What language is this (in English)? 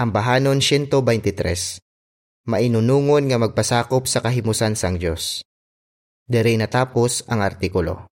Hiligaynon